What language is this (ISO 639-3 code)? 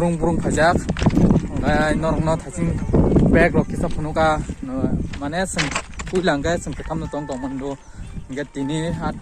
trp